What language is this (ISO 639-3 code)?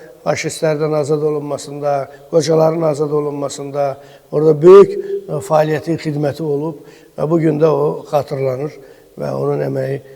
aze